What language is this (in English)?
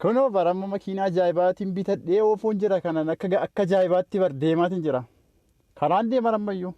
Oromo